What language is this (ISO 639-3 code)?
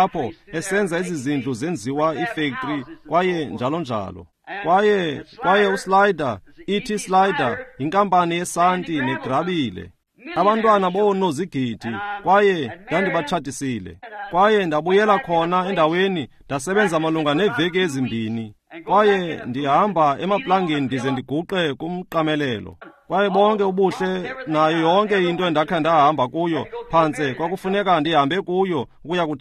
xho